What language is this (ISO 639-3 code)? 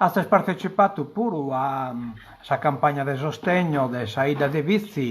srd